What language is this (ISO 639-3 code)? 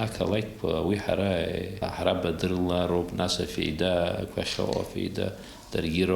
abk